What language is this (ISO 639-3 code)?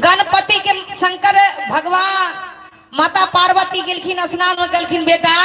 mai